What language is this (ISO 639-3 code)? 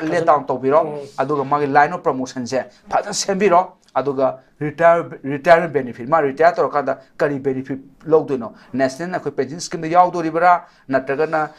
mni